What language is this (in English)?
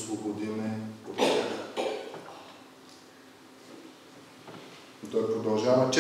Bulgarian